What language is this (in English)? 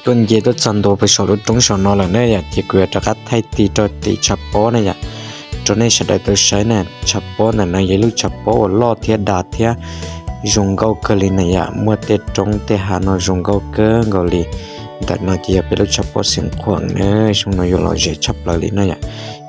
Hmong